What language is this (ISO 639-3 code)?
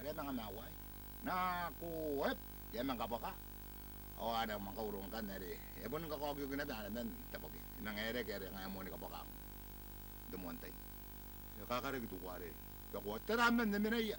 gil